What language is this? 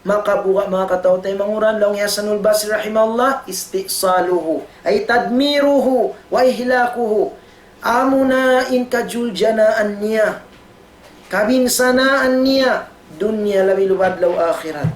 Tausug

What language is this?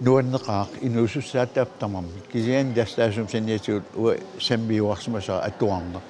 Kalaallisut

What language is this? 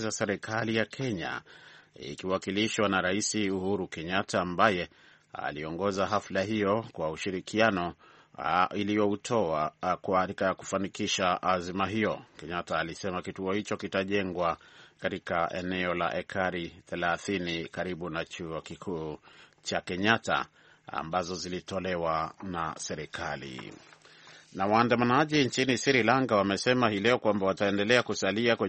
Swahili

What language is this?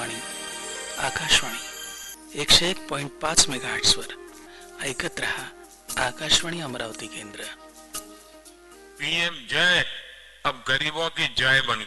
Marathi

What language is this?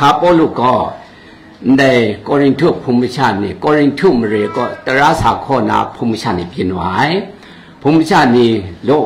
Kachin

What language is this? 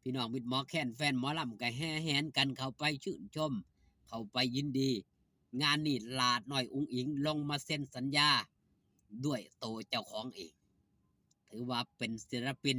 Northeastern Thai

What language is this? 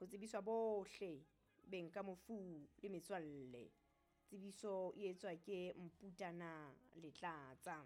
Southern Sotho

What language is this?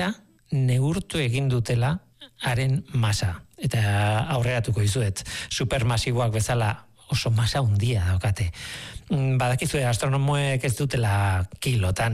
Basque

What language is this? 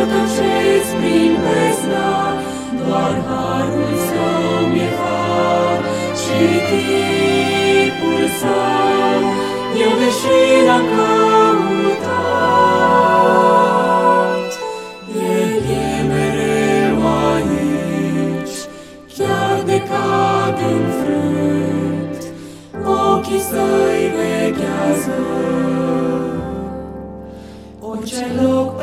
Romanian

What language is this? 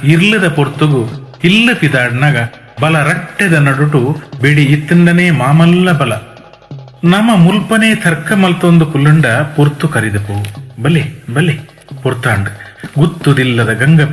Tulu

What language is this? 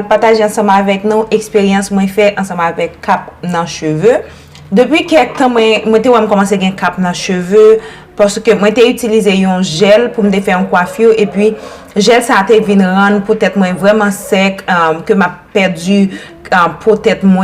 Haitian Creole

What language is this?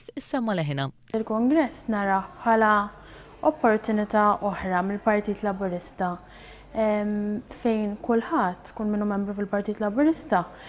Maltese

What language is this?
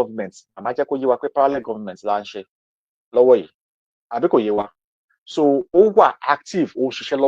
Yoruba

